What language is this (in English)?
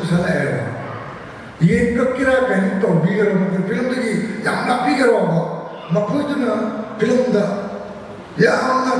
Manipuri